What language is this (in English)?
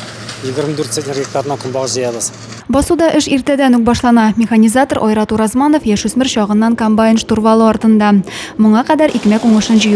Tatar